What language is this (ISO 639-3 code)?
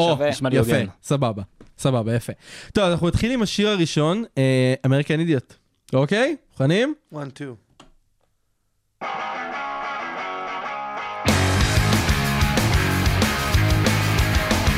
heb